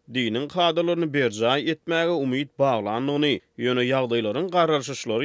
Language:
Turkmen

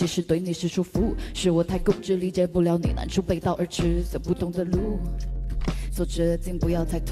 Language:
Chinese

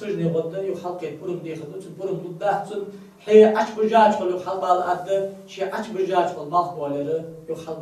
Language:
Ingush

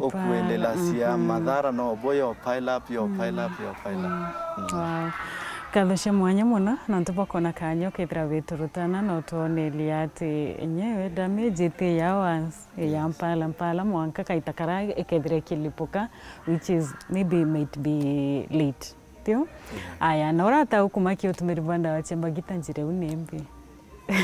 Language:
Meru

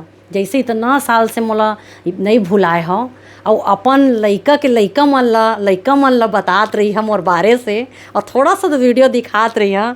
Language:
Chhattisgarhi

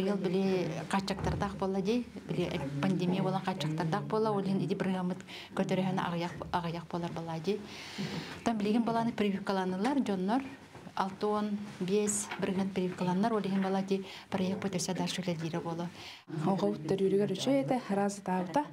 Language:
Yakut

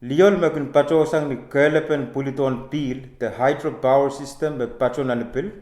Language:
Pohnpeian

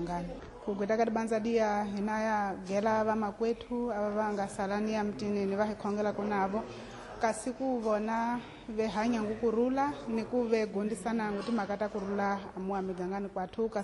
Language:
Tsonga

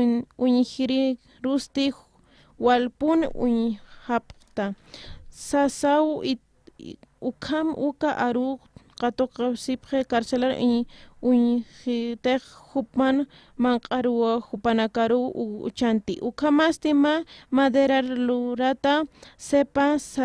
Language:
Aymara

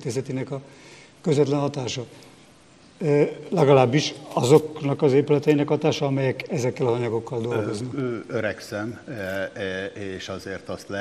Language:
Hungarian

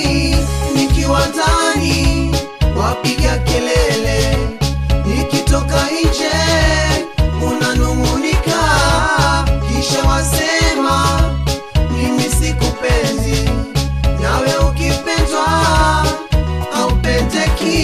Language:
Swahili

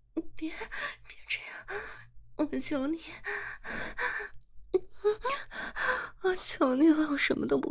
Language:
Chinese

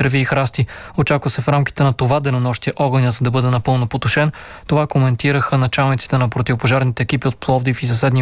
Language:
Bulgarian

